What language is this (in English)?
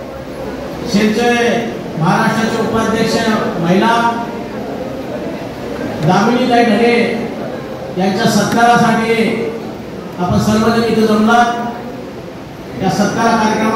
Marathi